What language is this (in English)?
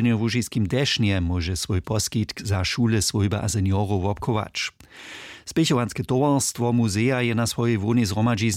Upper Sorbian